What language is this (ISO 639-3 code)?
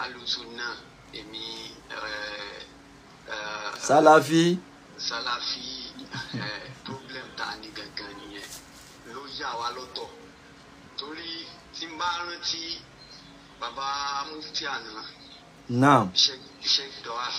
yor